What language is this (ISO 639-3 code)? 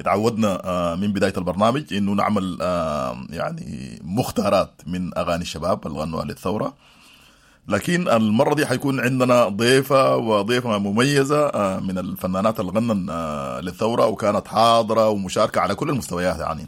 apd